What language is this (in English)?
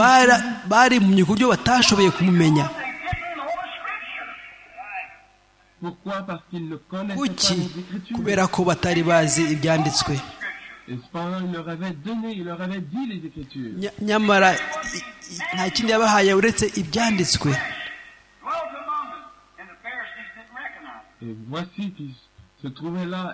Kinyarwanda